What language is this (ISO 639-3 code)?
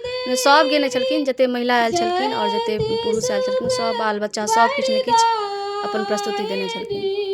mai